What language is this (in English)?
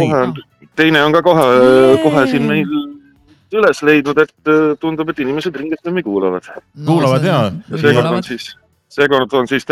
Estonian